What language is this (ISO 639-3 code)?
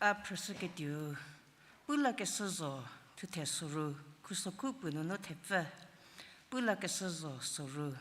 njm